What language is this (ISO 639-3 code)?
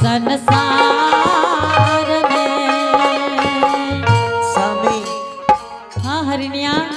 anp